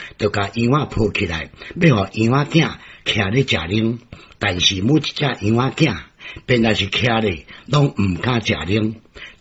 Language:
Min Nan Chinese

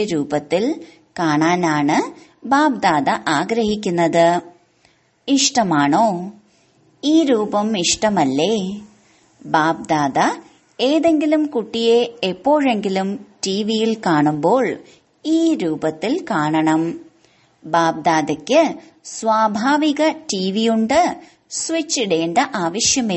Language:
Malayalam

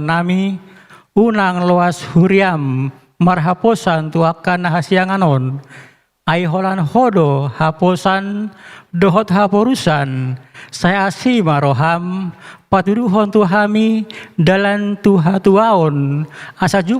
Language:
Batak Toba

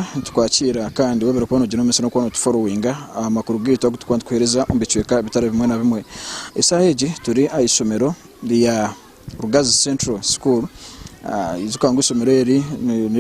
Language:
Nyankole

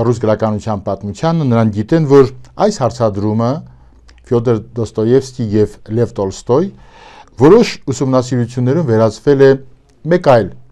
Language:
Armenian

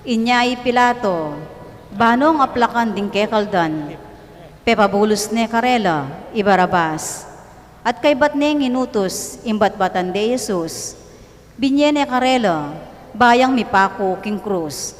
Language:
Pampanga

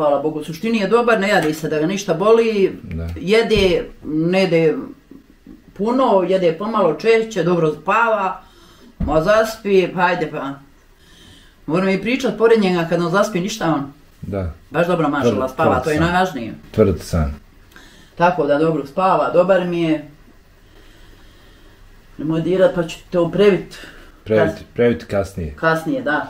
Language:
Bosnian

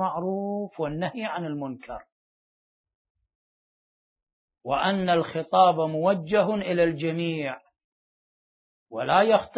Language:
Arabic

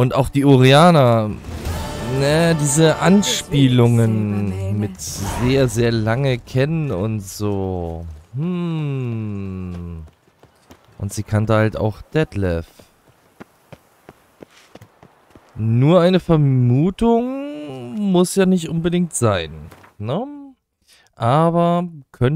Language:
German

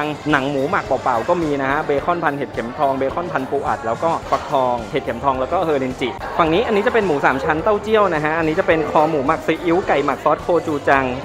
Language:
Thai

